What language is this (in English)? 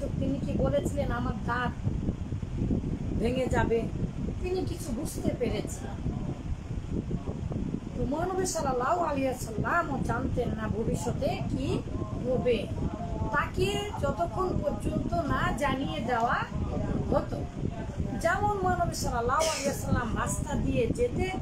Bangla